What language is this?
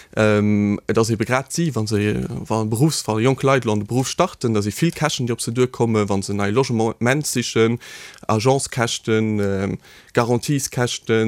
Luxembourgish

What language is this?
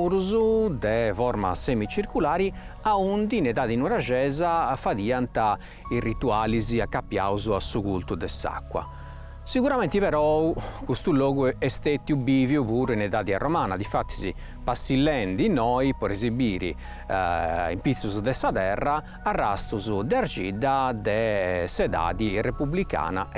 Sardinian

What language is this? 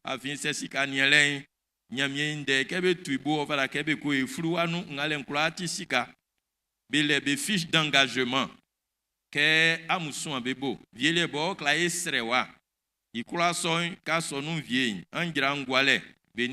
Baoulé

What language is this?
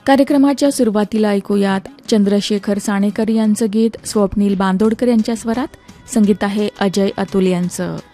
Marathi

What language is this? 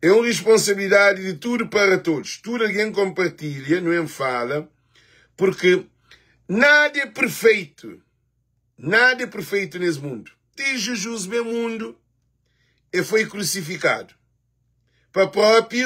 Kabuverdianu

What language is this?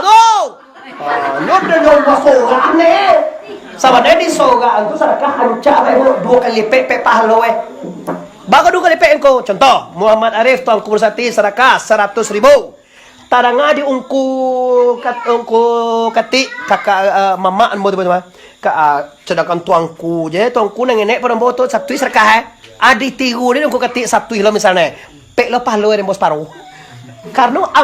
Minangkabau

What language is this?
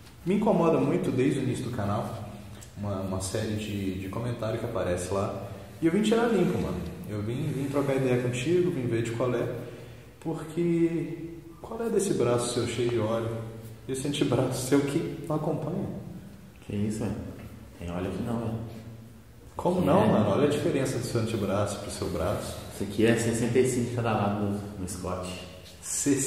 Portuguese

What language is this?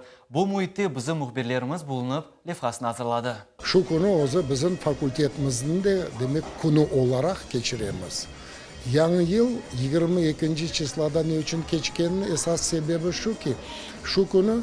Crimean Tatar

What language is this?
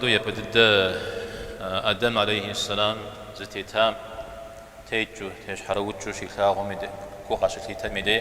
Kabardian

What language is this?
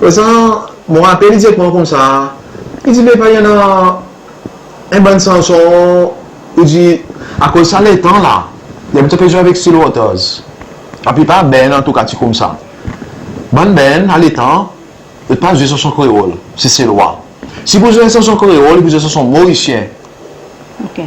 Seselwa Creole French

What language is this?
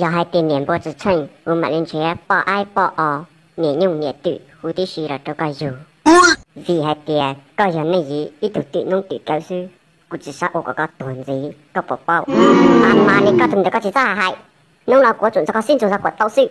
Hmong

